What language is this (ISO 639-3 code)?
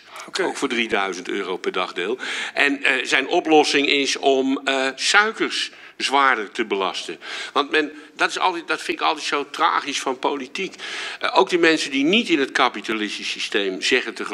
nld